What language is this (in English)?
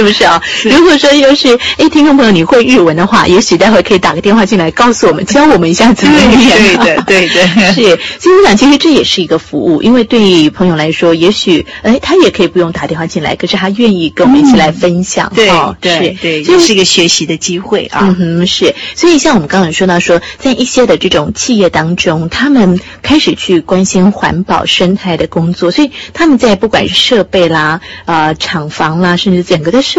Chinese